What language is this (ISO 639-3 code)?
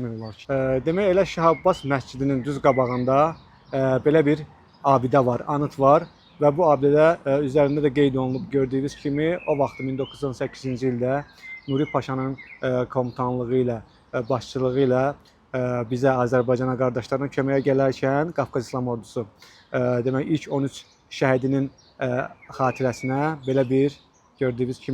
aze